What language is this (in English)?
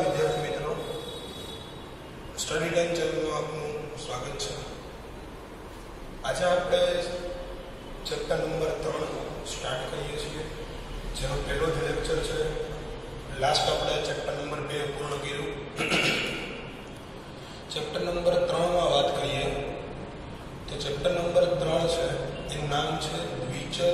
Gujarati